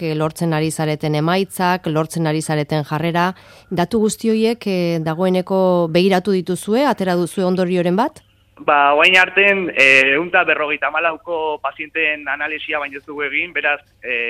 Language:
Basque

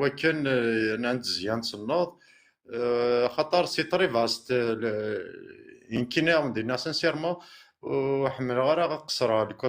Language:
Kabyle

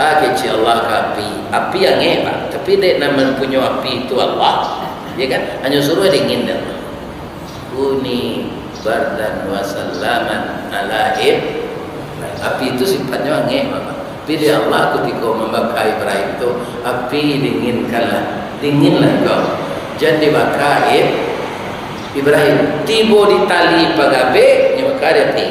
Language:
Minangkabau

